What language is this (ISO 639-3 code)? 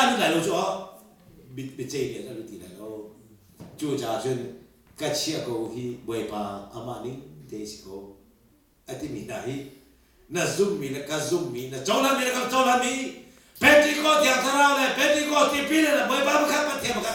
cnh